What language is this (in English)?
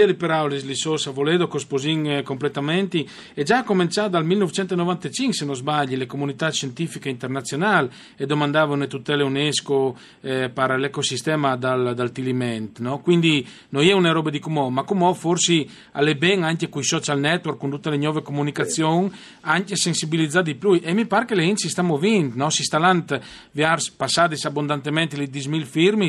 Friulian